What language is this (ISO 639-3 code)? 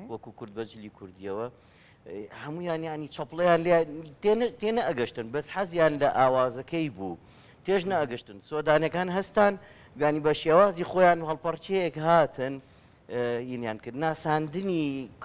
ckb